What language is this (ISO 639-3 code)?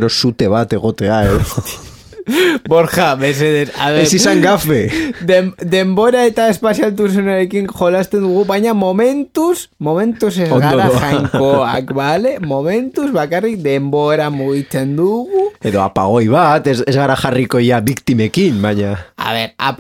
eus